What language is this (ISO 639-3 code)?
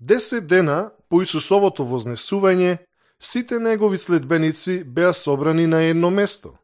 mkd